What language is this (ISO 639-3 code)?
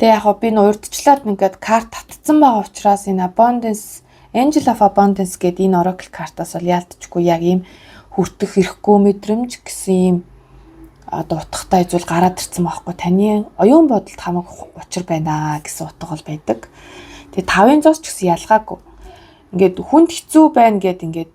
mon